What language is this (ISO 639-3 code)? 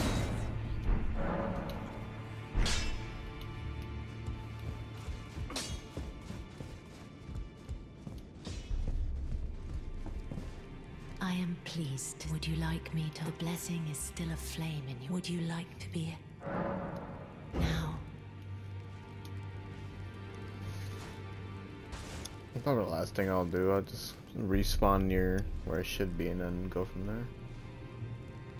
eng